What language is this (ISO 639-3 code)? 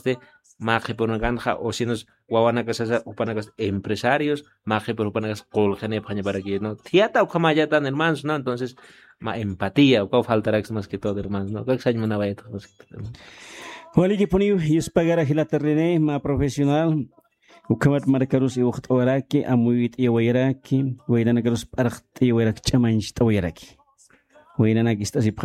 aym